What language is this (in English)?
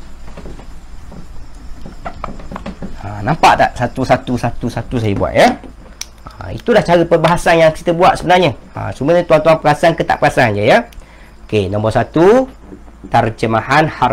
Malay